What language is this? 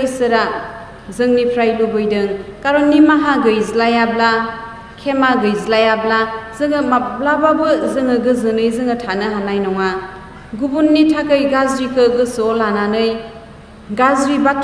Bodo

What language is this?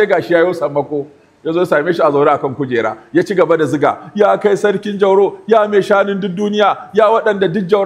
Hausa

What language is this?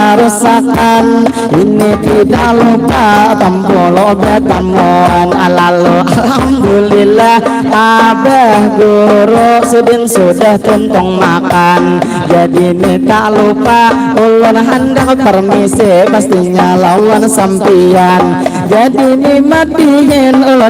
Banjar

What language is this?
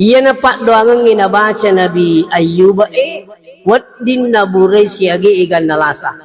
Buginese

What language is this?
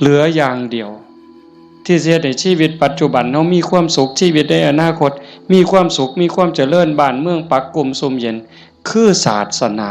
Northeastern Thai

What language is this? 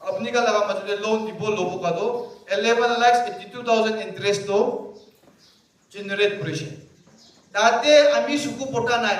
Naga Pidgin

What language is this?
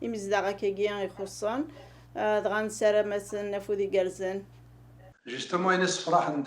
Kabyle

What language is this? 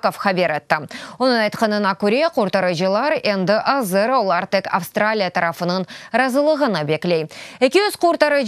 Crimean Tatar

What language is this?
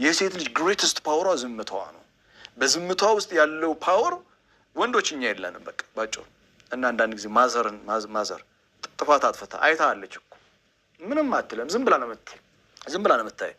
Amharic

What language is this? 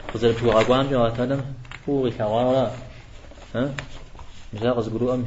Kabardian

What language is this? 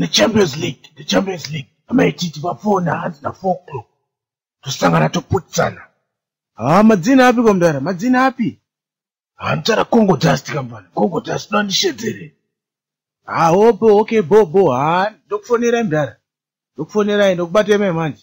Shona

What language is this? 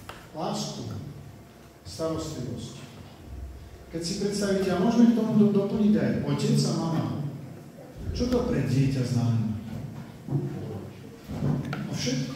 Slovak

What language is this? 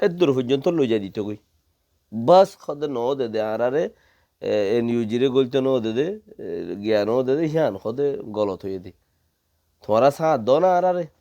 Rohingya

